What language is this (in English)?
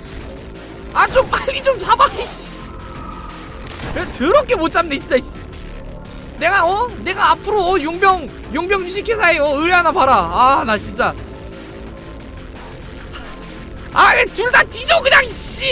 Korean